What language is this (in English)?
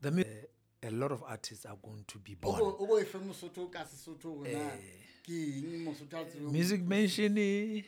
Southern Sotho